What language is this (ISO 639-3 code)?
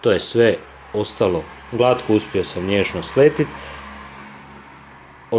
hrv